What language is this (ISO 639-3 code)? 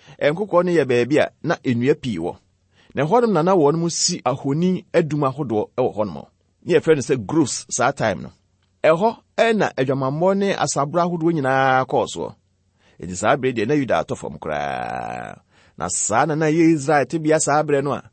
aka